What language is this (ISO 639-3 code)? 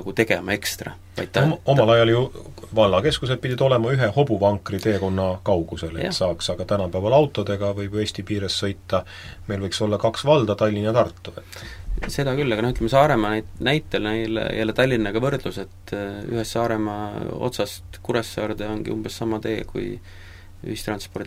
est